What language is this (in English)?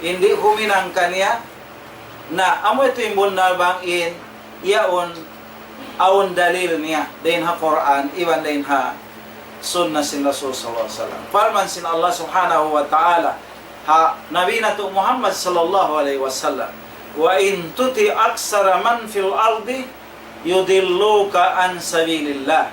Tausug